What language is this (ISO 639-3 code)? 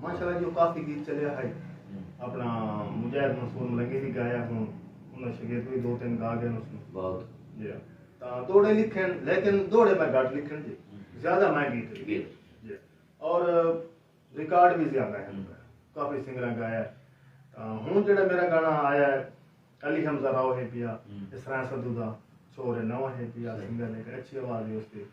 skr